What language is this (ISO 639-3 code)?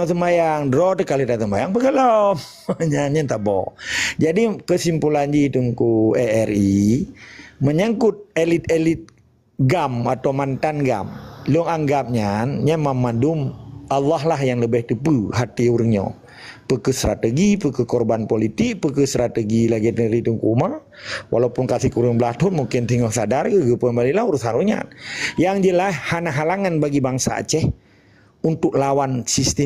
ace